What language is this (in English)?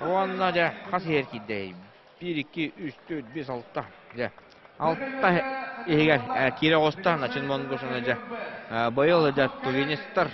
Yakut